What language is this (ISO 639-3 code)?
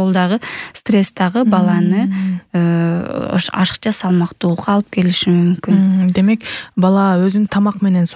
kir